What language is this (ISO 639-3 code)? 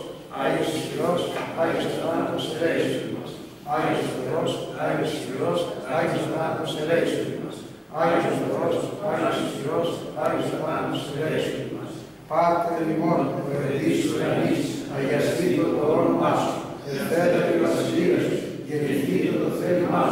ell